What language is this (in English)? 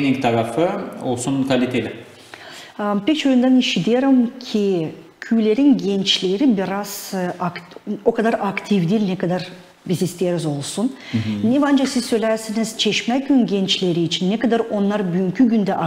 Gagauz